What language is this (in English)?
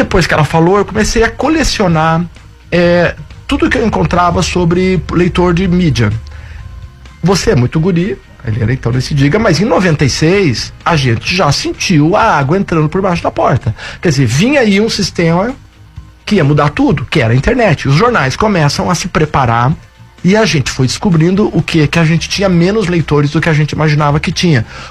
Portuguese